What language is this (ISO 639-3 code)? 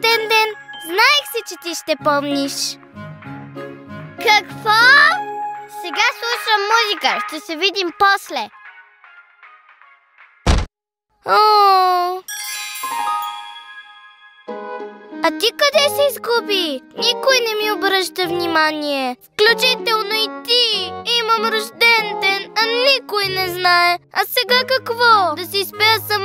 bul